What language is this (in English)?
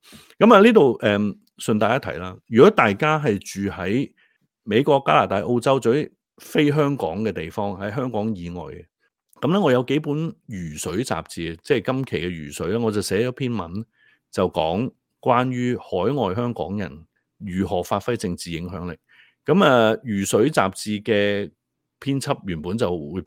Cantonese